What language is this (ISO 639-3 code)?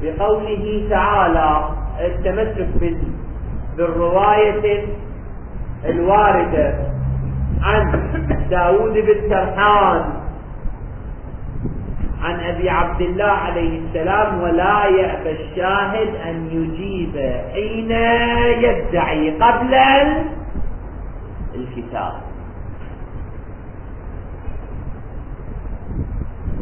ara